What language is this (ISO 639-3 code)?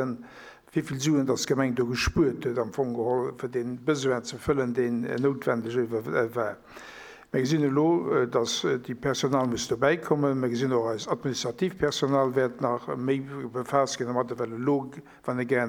ltz